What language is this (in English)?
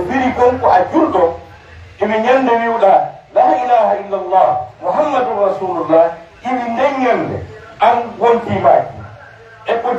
Pular